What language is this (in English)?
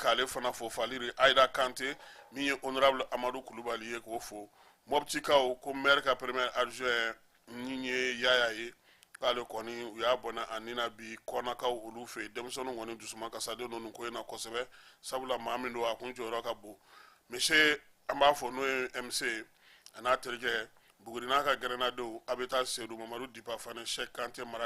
Bambara